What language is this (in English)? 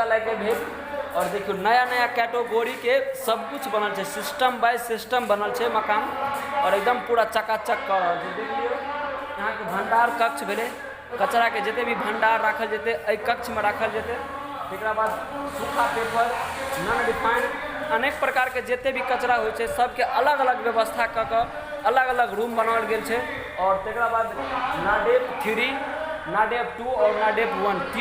Maithili